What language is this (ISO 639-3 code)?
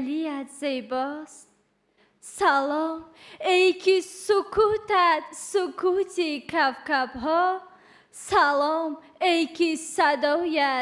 tgk